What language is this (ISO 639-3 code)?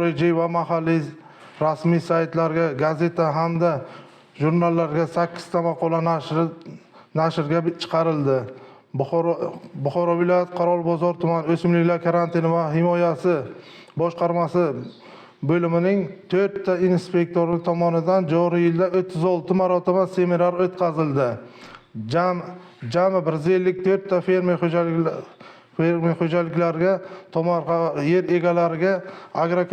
uzb